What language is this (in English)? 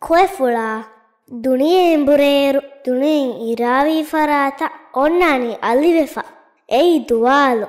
Divehi